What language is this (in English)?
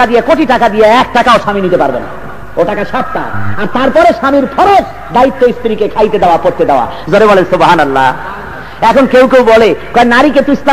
Bangla